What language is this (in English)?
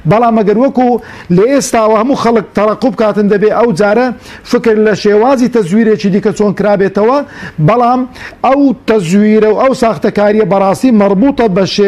Central Kurdish